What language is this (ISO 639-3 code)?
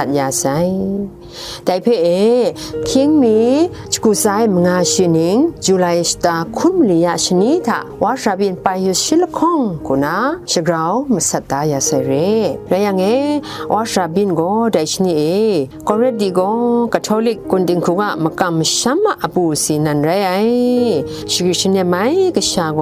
kac